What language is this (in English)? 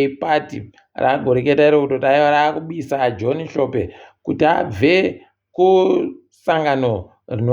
Ndau